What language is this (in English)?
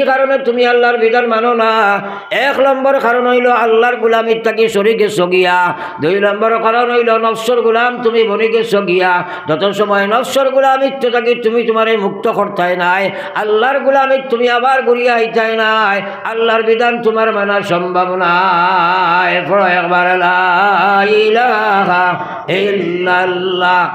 Sylheti